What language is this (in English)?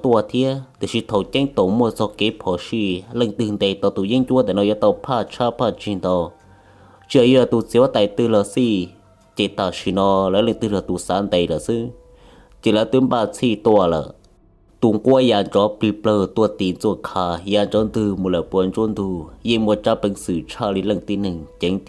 Hmong